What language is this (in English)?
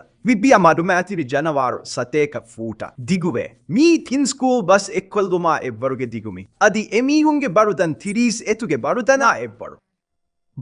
Divehi